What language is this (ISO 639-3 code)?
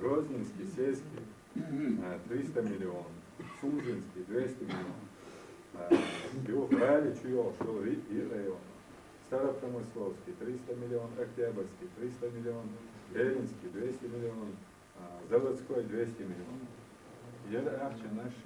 che